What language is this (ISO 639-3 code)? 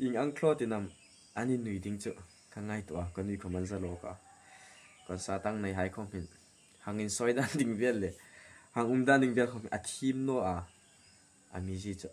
hmr